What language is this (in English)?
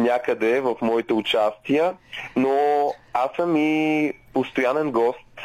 Bulgarian